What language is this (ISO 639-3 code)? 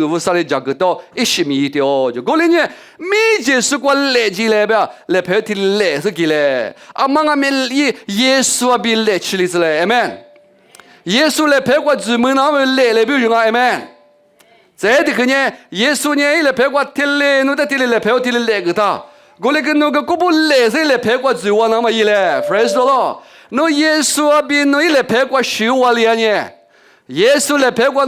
lis